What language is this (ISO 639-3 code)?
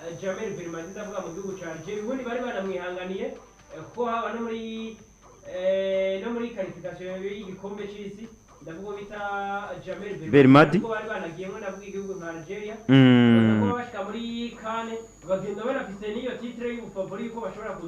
run